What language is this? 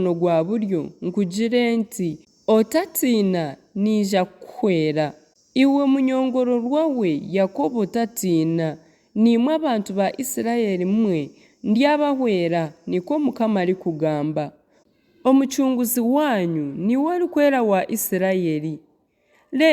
Nyankole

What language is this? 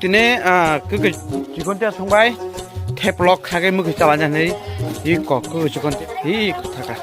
Kok Borok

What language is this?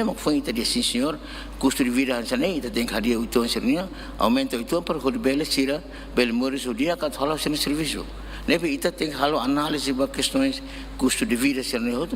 Tetum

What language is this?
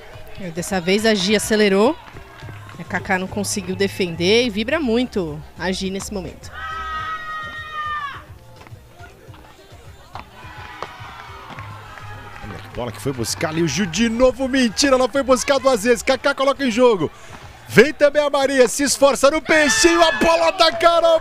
Portuguese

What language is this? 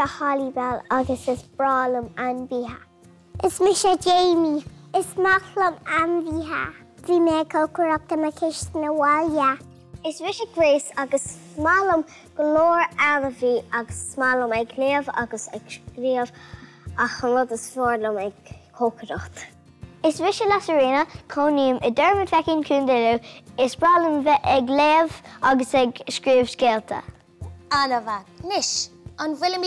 Irish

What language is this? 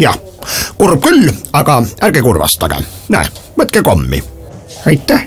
Estonian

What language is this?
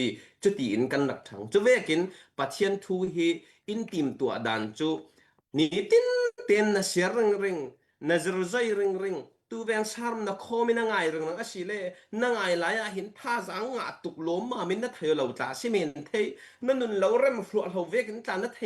Falam Chin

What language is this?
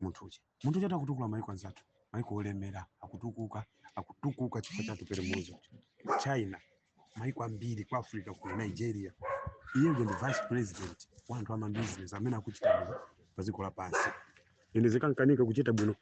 Nyanja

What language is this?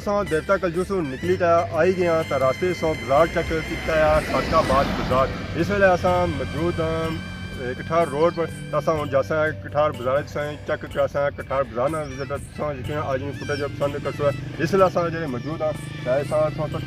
Pahari-Potwari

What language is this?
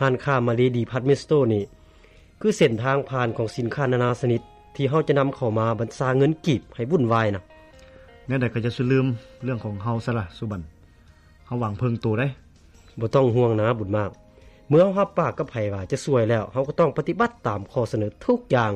Lao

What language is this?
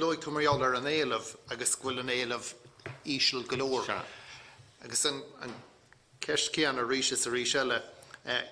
Irish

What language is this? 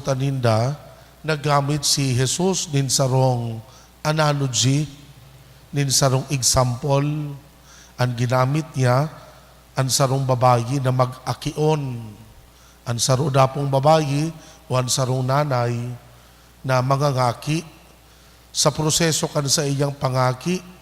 Bikol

